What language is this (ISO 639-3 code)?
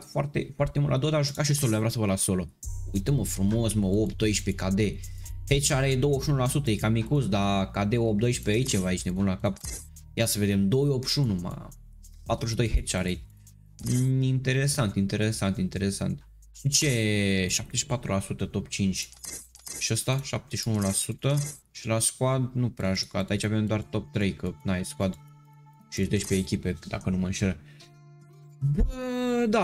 ron